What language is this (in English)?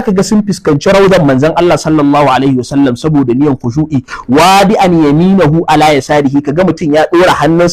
Hausa